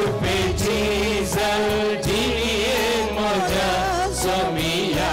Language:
Konkani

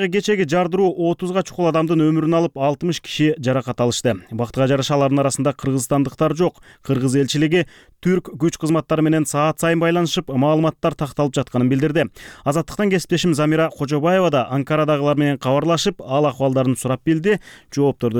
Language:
Kyrgyz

